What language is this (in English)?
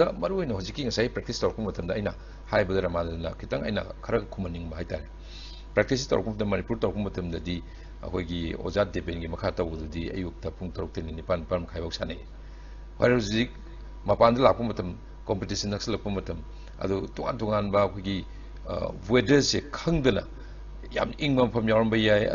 Manipuri